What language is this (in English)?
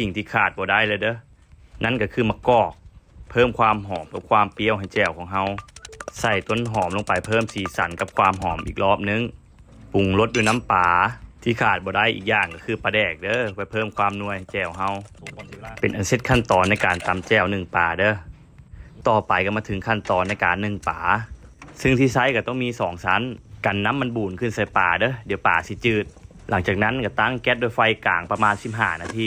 Lao